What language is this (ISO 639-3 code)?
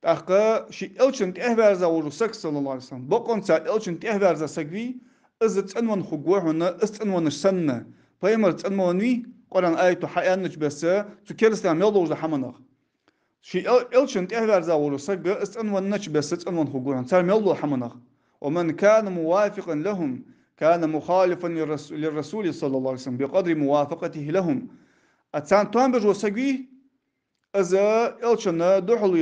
inh